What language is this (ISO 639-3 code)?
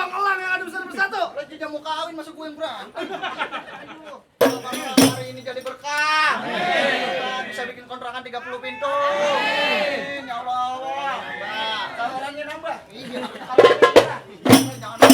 bew